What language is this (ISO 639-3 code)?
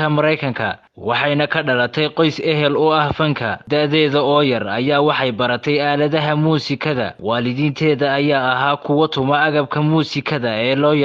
som